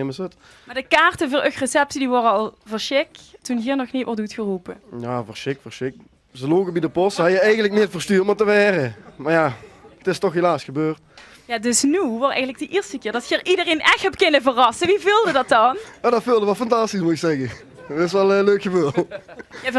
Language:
Limburgish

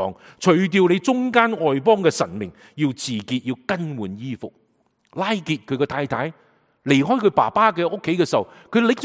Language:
Cantonese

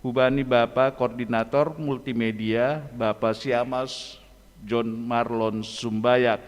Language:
Batak Simalungun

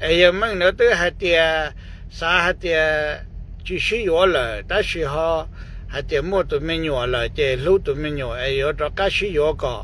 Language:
Hmong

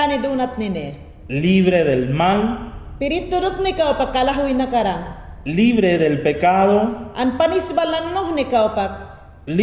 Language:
Mayangna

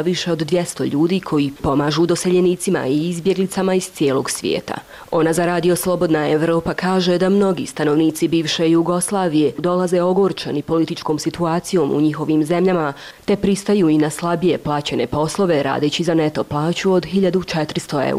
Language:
Bosnian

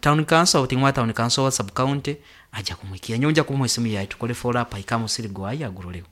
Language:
Nyankole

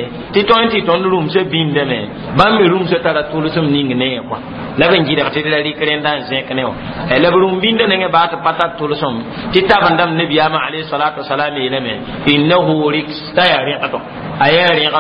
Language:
Mossi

